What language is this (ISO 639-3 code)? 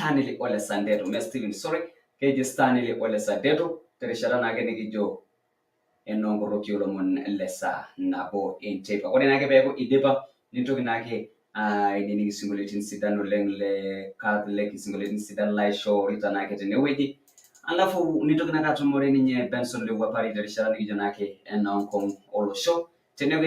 mas